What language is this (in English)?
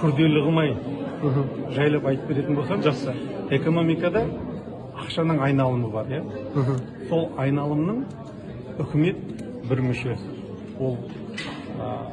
Kazakh